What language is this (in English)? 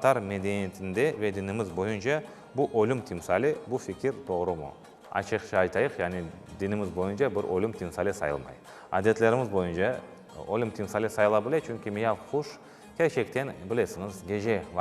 Crimean Tatar